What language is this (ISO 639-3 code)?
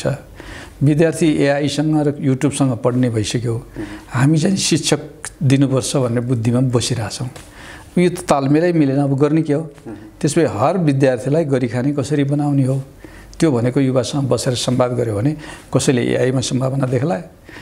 nep